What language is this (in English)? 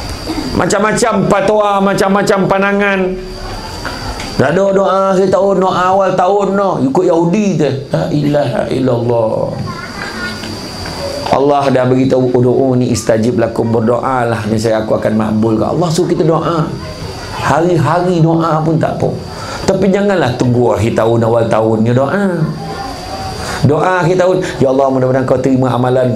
Malay